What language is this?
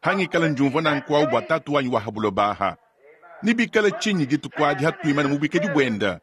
Luba-Lulua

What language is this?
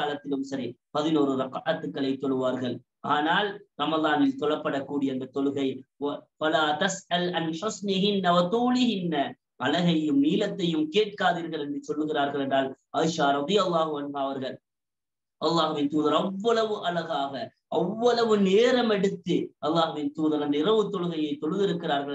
Tamil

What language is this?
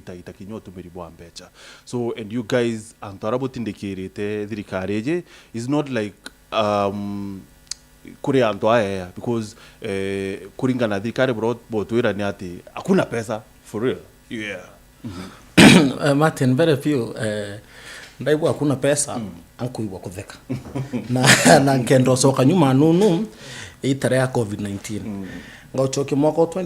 Meru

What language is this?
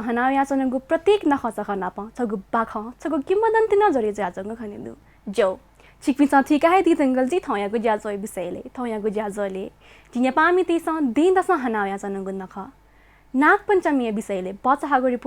Newari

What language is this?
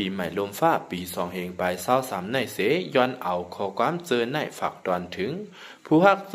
Lao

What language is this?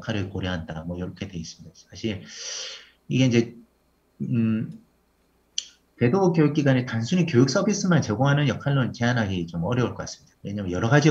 Korean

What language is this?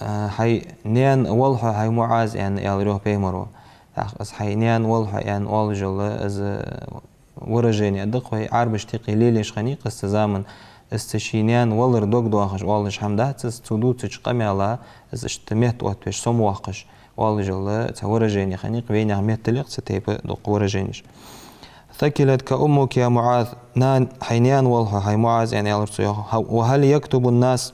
Ingush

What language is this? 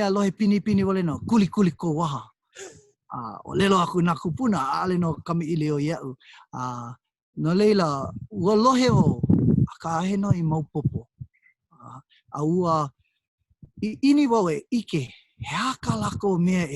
Hawaiian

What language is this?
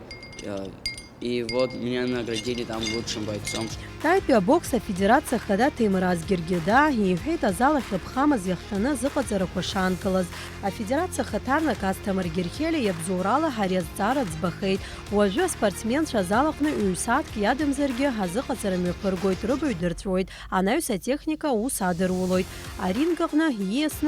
Abkhazian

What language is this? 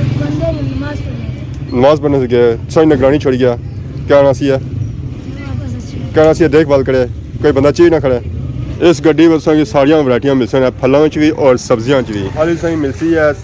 Pahari-Potwari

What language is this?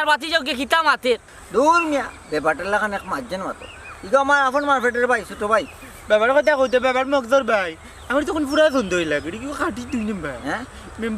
Sylheti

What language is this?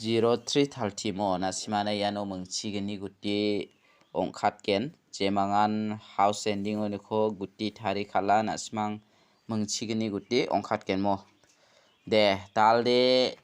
Garo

